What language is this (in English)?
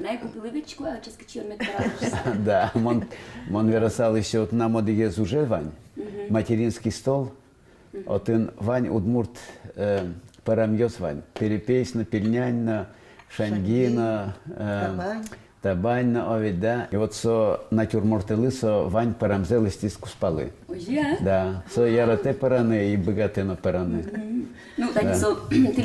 Udmurt